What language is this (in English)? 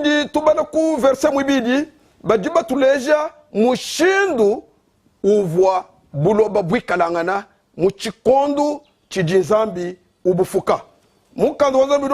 Luba-Lulua